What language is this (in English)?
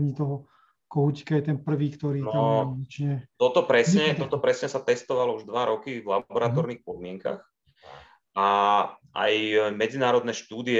Slovak